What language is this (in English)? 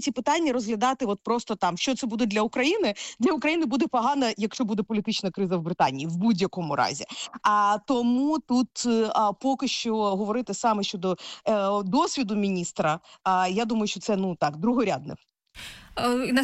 Ukrainian